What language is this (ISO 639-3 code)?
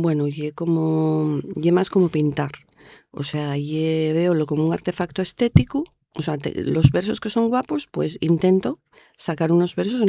ast